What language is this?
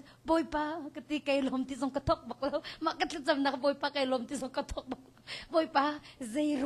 Hakha Chin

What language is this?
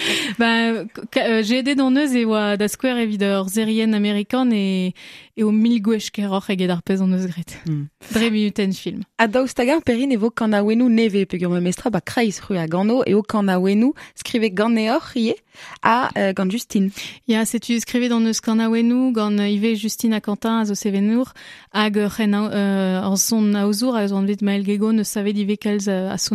Breton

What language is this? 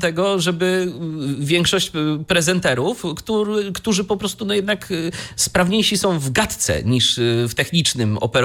Polish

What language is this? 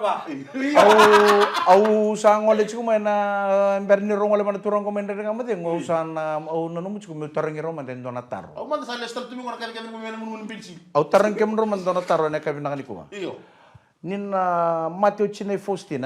Fijian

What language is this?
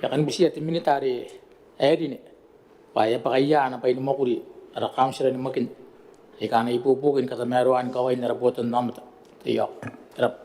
Gilbertese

